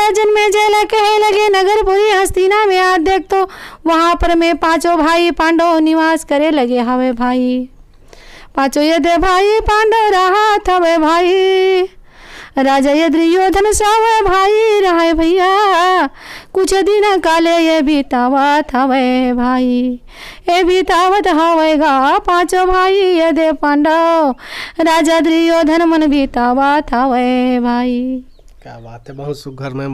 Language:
Chhattisgarhi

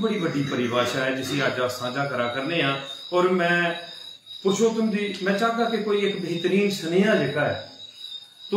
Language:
Dogri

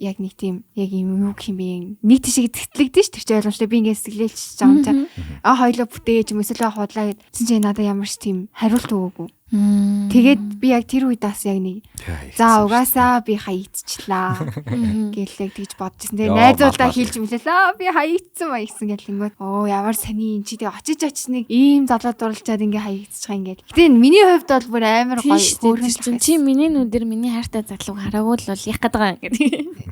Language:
Mongolian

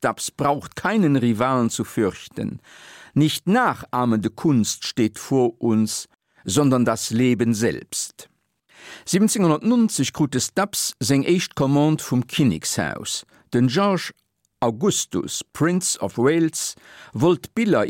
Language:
Luxembourgish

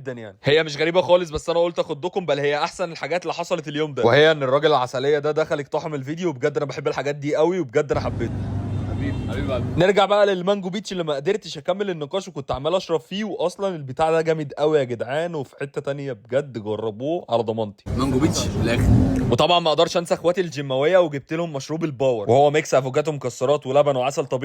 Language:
Egyptian Arabic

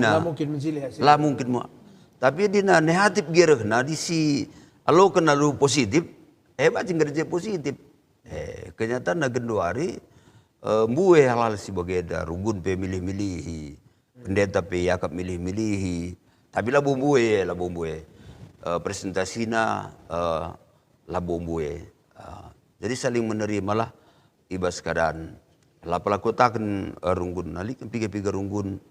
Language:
Batak Karo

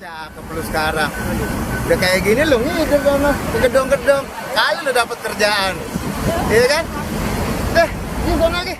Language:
Betawi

